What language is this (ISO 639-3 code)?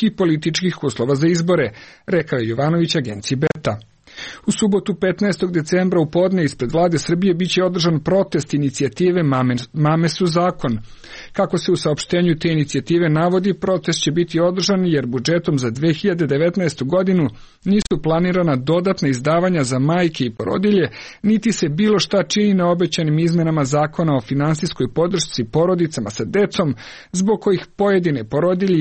srp